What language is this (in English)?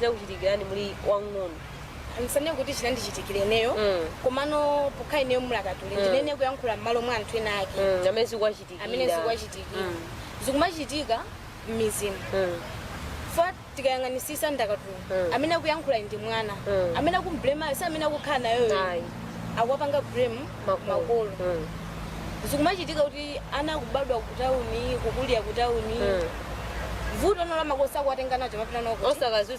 Nyanja